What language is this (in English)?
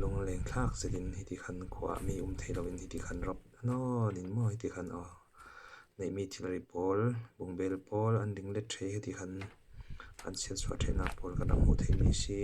Falam Chin